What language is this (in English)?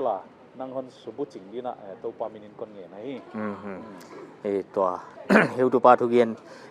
Paite Chin